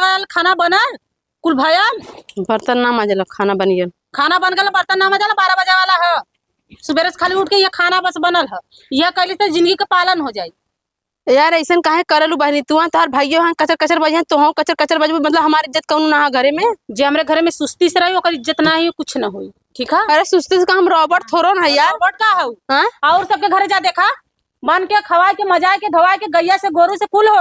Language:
Awadhi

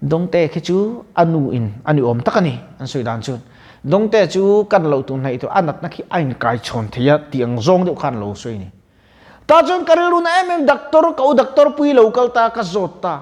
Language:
Mizo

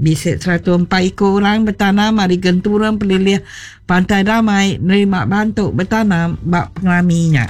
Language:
Iban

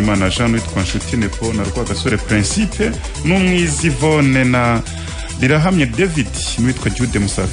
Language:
Kinyarwanda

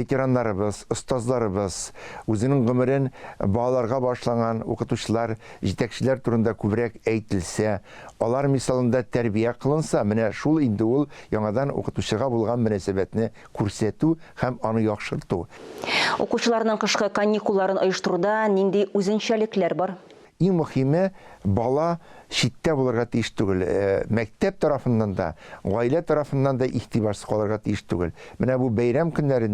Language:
Tatar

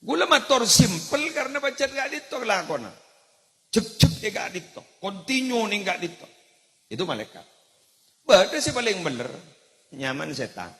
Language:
Madurese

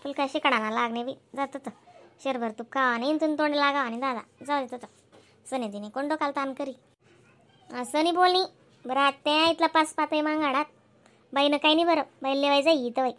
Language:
Khandesi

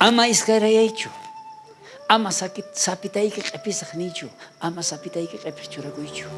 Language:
South Bolivian Quechua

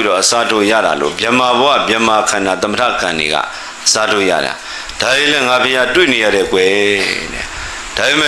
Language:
Burmese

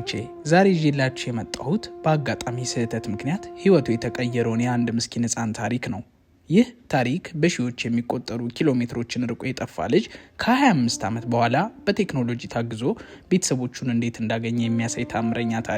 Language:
Amharic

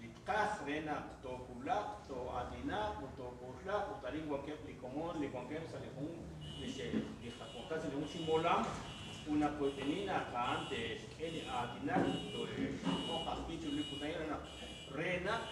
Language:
Kekchí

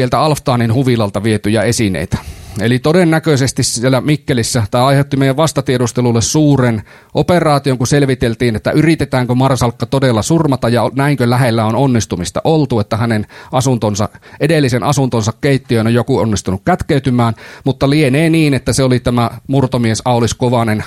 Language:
Finnish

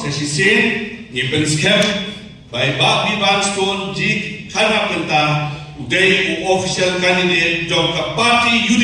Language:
Khasi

